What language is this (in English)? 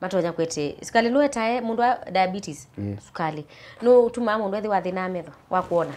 Kamba